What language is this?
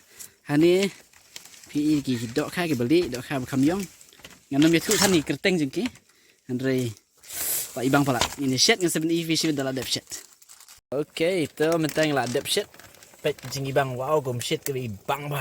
Khasi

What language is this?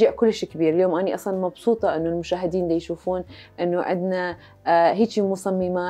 Mesopotamian Arabic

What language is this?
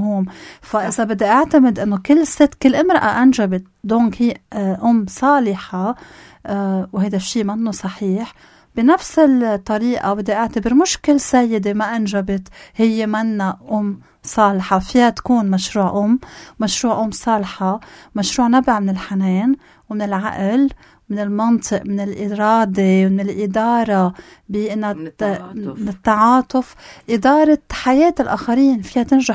North Levantine Arabic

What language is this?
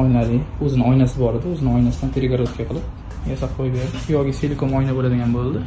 Uzbek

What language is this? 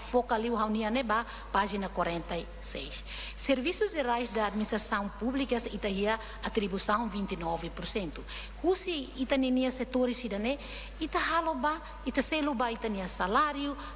Tetum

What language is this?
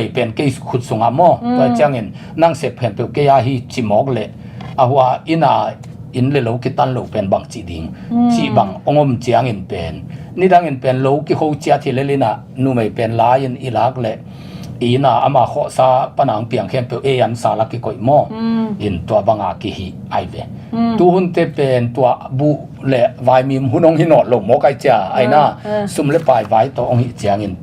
Tedim Chin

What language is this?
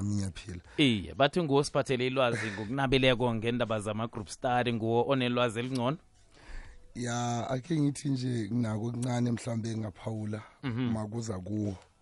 South Ndebele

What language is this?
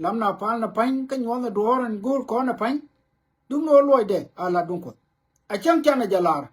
Nuer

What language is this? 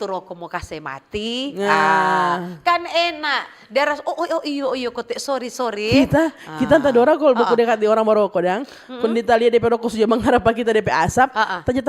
Manado Malay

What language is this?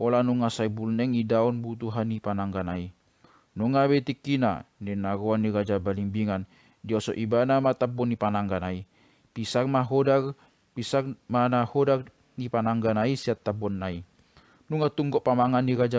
Batak Toba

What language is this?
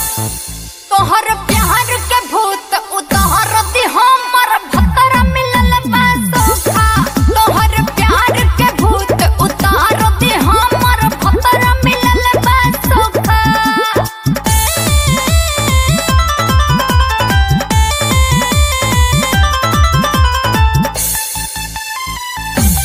Bhojpuri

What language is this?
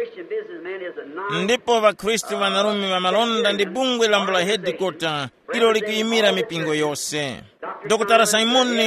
Tumbuka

